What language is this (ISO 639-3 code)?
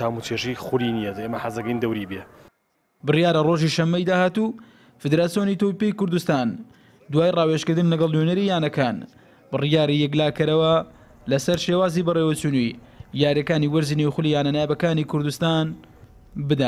ckb